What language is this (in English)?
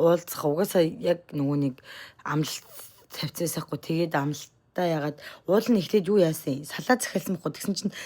Mongolian